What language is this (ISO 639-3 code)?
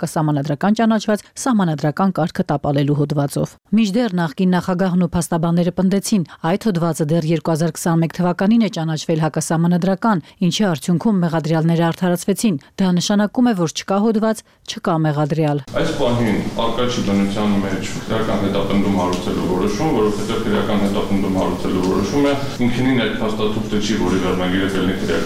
hye